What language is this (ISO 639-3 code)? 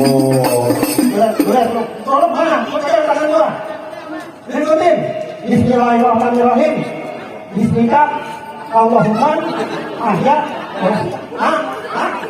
bew